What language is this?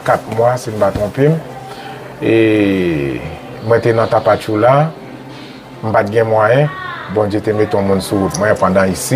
Haitian Creole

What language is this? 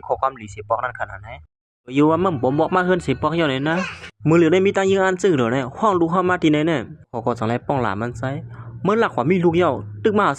Shan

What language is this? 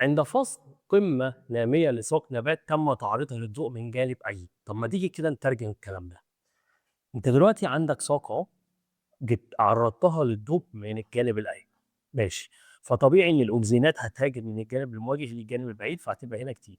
Egyptian Arabic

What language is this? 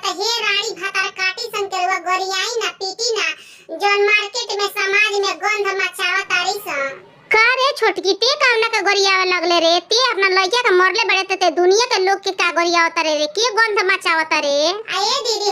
Bhojpuri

